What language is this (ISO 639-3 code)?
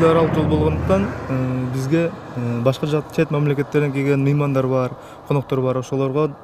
kir